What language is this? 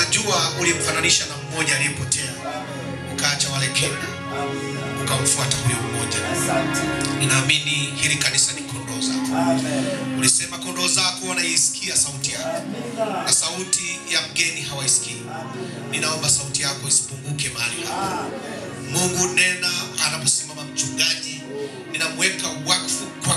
Swahili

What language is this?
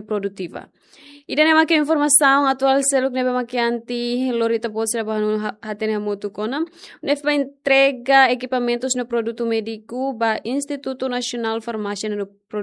Tetum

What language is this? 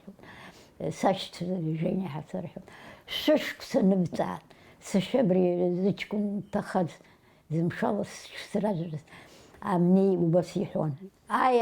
Abkhazian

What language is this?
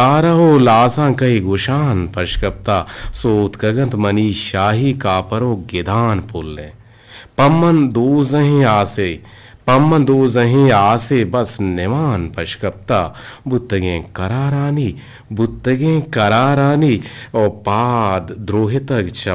Eastern Balochi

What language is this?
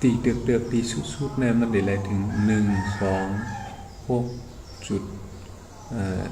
Shan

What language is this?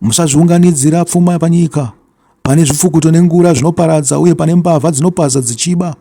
Shona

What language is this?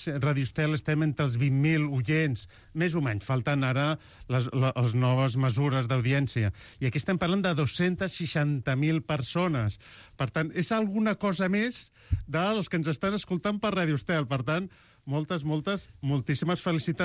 Catalan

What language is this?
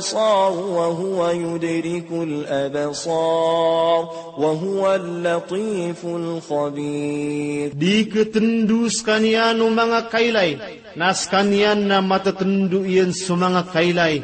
Maranao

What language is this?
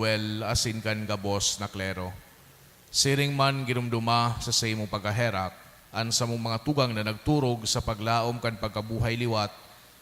Bikol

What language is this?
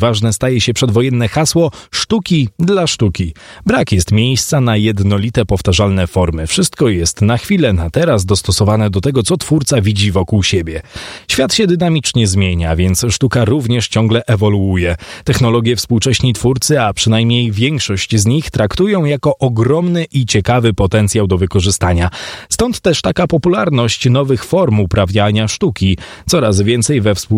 Polish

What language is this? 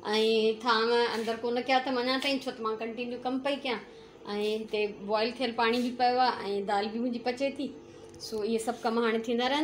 Sindhi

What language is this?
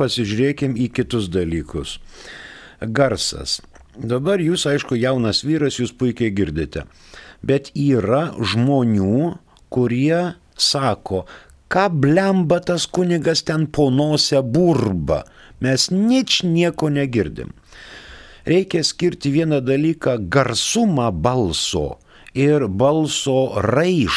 Lithuanian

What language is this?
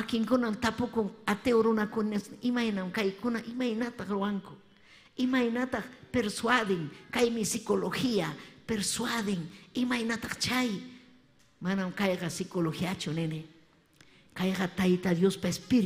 Ayacucho Quechua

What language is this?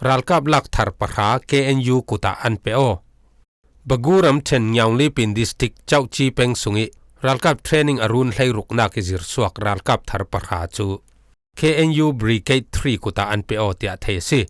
Falam Chin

